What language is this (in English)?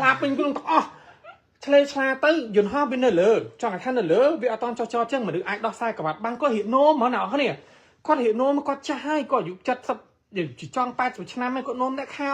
Khmer